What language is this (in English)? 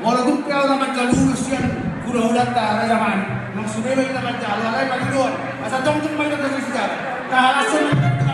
Batak Toba